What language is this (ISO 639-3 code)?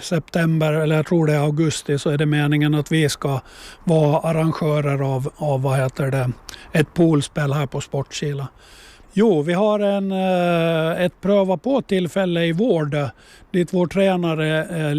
swe